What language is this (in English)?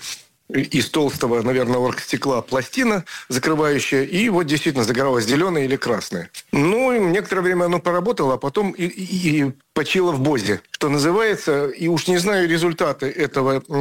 Russian